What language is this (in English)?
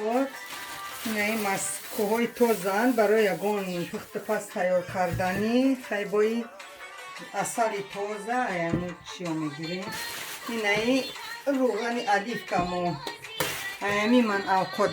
Tajik